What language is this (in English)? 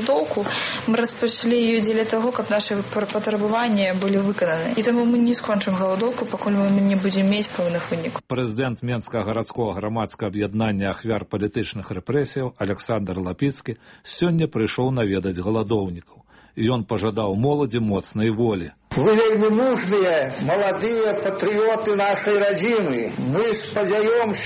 Belarusian